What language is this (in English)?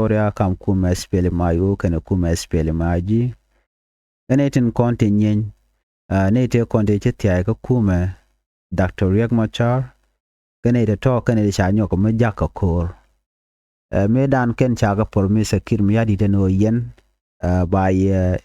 Nuer